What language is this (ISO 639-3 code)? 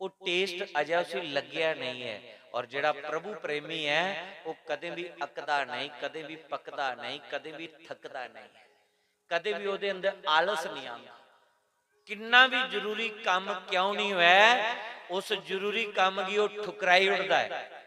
doi